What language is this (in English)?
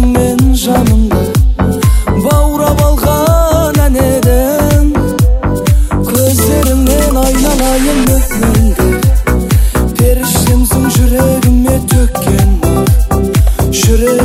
Kazakh